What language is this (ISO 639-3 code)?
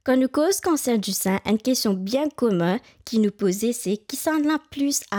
mfe